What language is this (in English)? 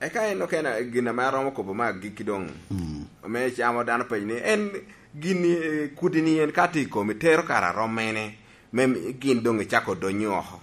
Lango (Uganda)